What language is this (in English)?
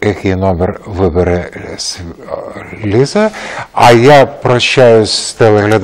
Ukrainian